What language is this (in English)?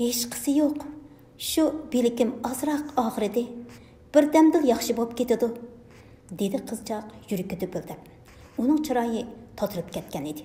Uyghur